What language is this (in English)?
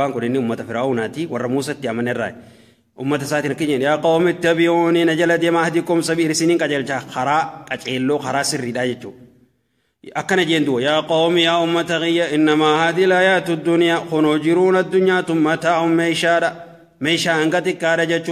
Oromo